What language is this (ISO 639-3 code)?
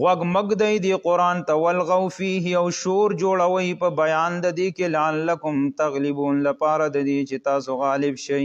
pus